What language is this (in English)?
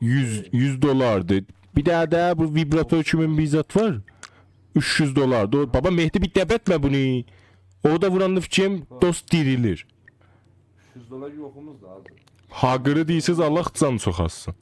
South Azerbaijani